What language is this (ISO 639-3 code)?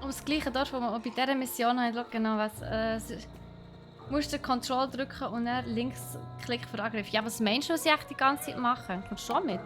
gsw